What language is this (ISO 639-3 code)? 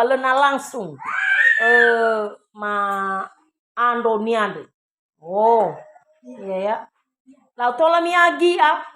nia